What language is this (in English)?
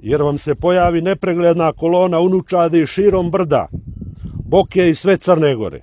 Serbian